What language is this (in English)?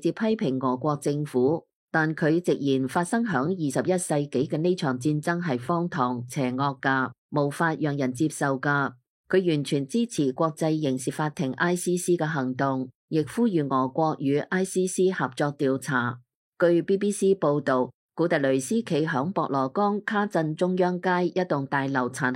Cantonese